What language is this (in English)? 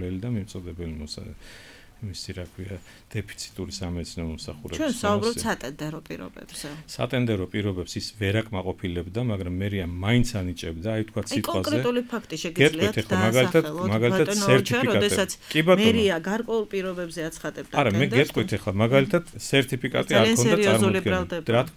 Georgian